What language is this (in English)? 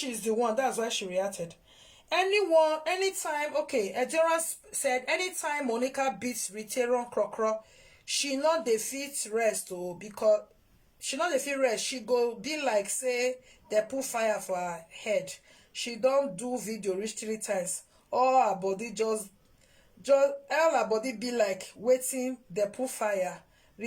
Nigerian Pidgin